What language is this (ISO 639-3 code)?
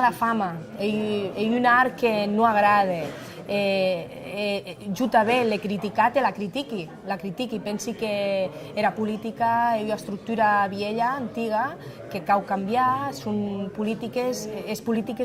oci